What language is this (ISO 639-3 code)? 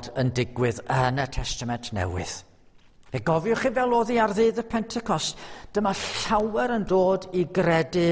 cym